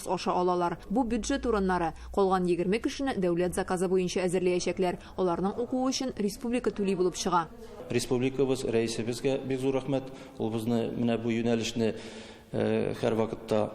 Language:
Tatar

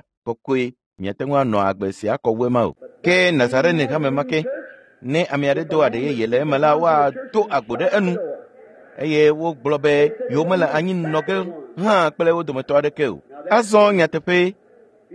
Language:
Ewe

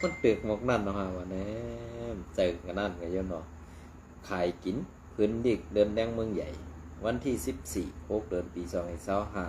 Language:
Shan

